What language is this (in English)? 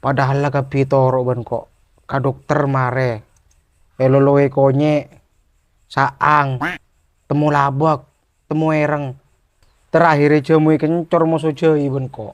Madurese